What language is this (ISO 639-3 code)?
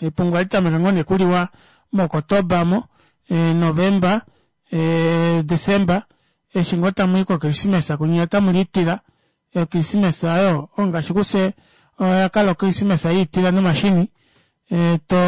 kua